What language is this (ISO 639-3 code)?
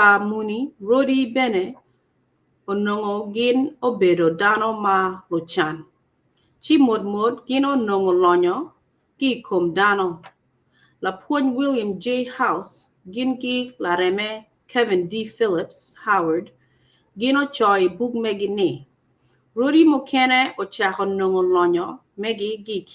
ach